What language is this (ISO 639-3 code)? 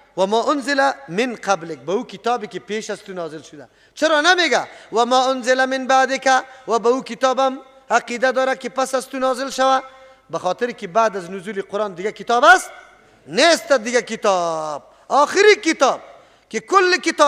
fas